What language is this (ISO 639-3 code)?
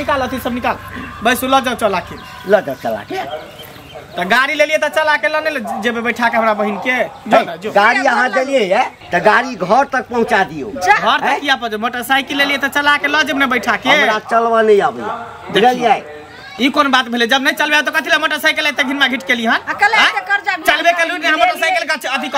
mai